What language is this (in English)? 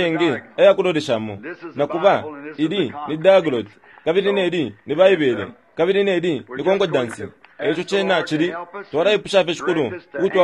Bemba